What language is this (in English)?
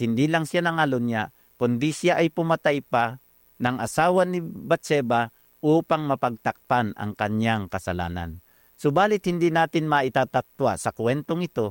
Filipino